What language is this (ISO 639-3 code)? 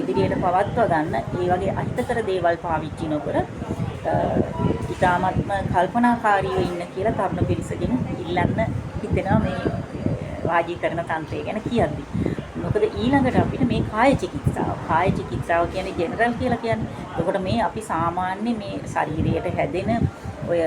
sin